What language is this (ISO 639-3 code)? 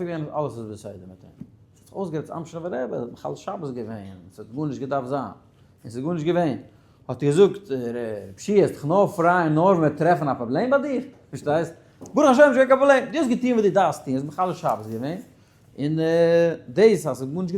yid